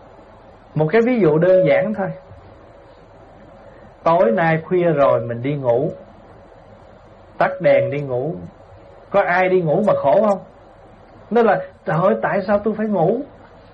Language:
Vietnamese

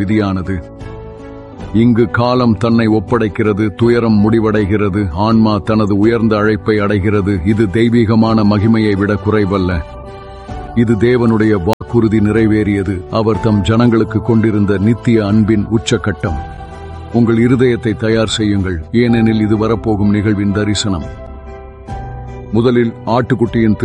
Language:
Tamil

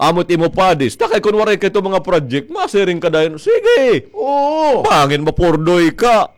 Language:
Waray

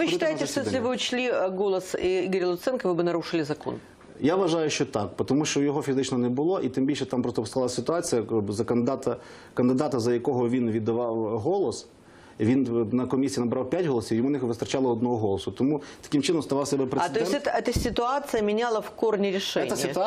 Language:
Ukrainian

